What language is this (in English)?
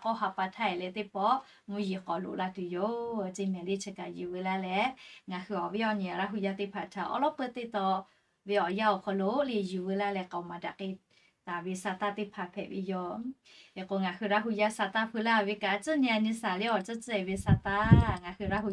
Lahu